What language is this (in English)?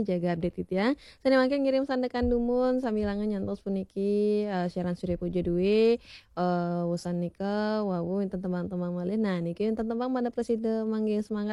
Balinese